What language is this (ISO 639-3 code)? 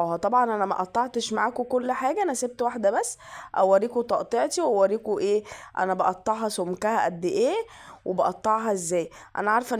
arz